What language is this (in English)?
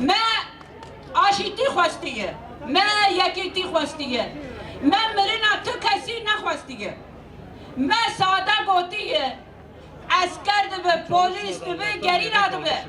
Kurdish